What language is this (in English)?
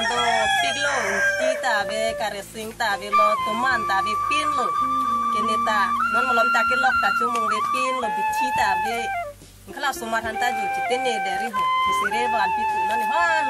Karbi